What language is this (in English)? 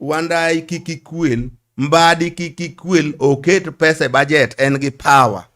Luo (Kenya and Tanzania)